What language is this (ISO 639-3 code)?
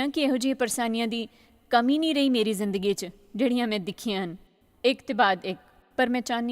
doi